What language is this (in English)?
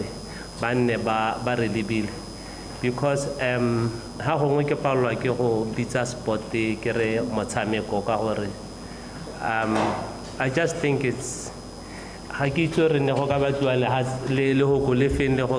Tswana